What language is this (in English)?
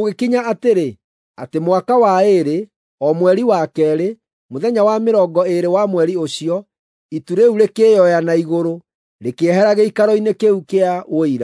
Kikuyu